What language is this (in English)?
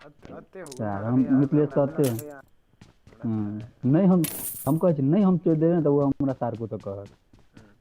Maithili